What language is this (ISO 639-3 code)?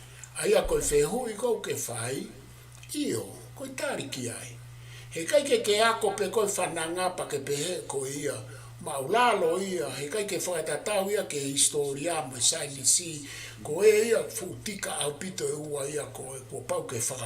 ton